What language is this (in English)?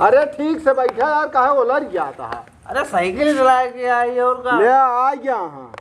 Awadhi